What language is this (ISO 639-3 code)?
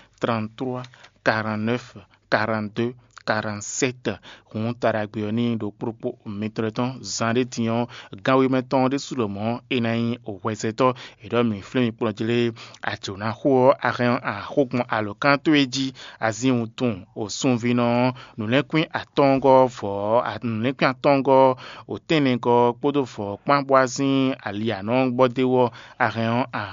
fon